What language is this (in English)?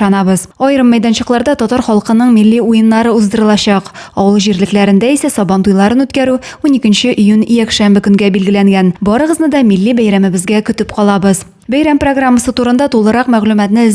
Tatar